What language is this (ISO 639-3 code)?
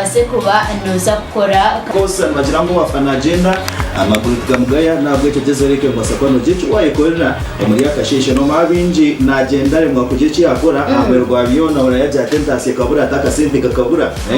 ttj